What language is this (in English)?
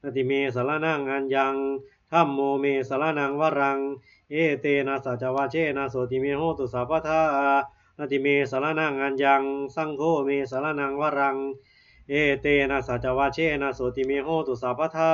Pali